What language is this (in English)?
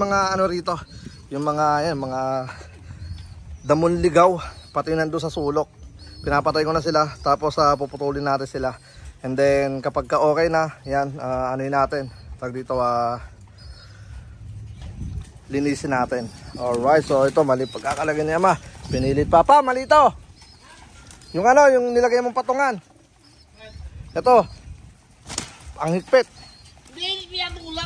Filipino